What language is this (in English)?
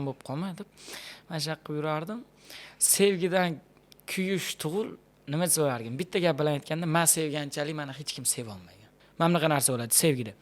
Uzbek